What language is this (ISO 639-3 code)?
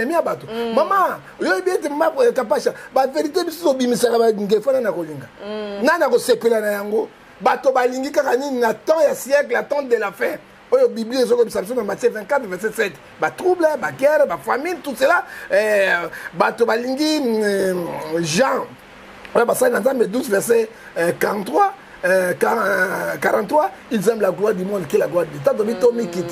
lin